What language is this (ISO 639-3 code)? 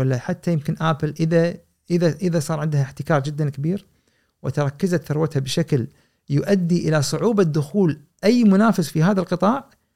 afb